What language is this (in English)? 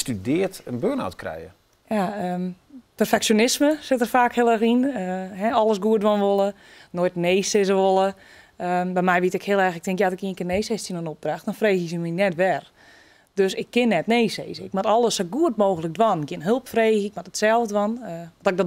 Western Frisian